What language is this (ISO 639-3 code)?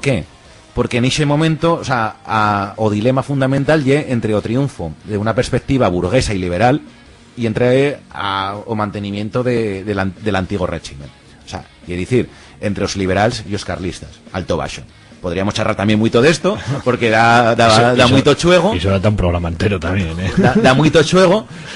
arg